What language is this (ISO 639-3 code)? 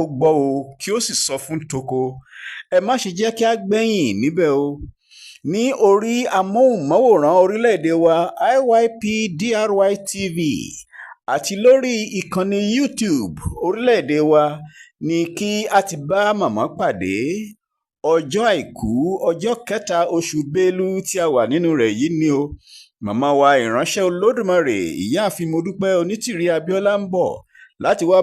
yor